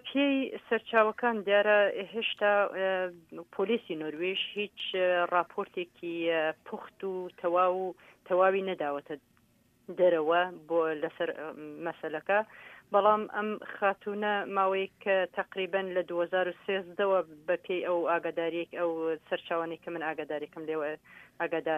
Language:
Central Kurdish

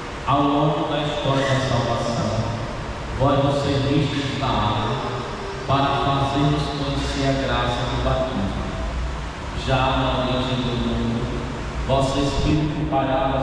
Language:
Portuguese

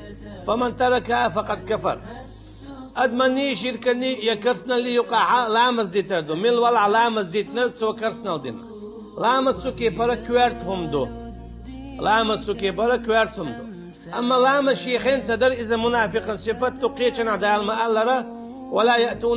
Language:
Chechen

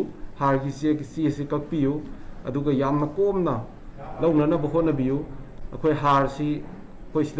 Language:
Manipuri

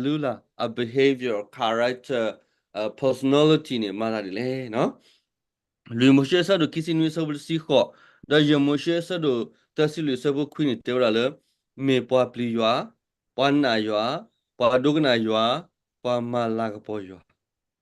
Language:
S'gaw Karen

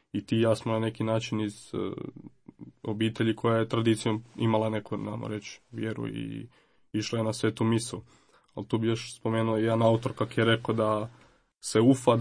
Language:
Croatian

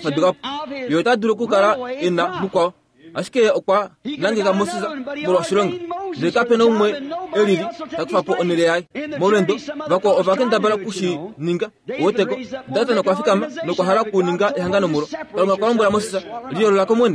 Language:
Kuanyama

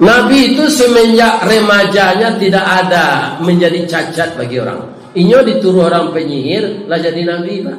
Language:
Minangkabau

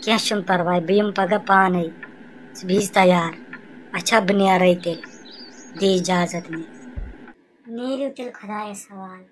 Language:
Kashmiri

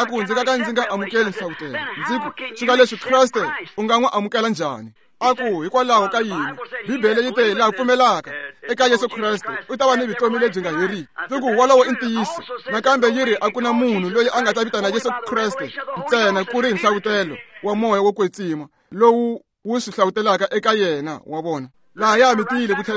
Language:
Tsonga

